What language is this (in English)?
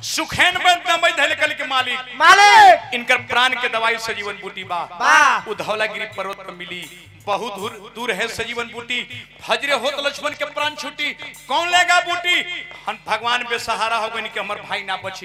Bhojpuri